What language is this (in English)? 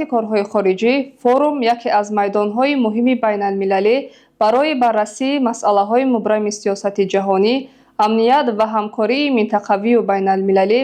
Tajik